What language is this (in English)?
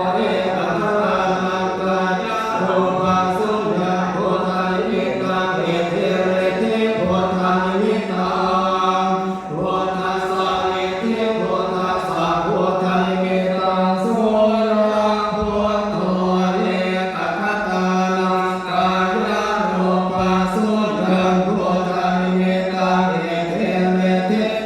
Pali